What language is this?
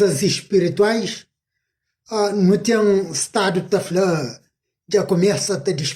Kabuverdianu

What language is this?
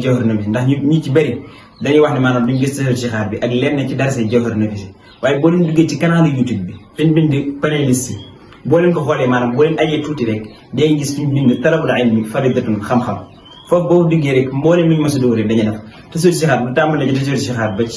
Wolof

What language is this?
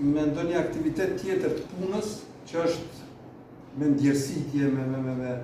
Albanian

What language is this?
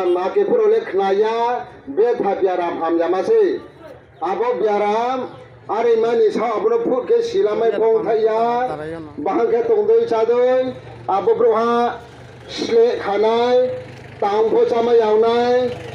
Riang (India)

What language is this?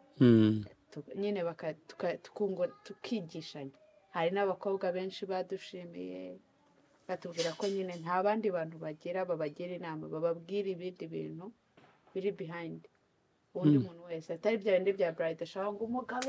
Kinyarwanda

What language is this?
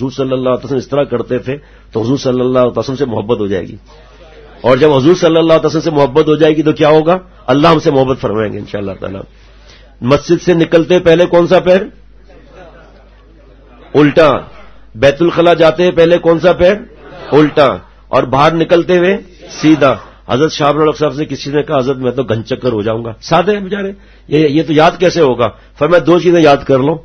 Urdu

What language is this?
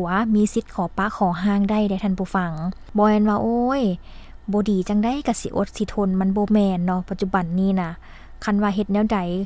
Lao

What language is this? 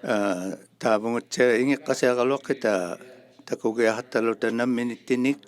Inuktitut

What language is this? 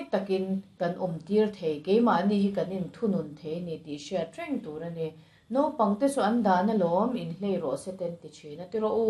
Mizo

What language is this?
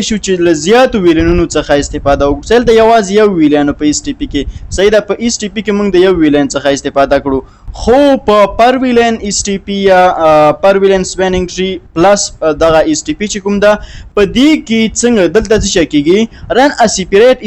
Pashto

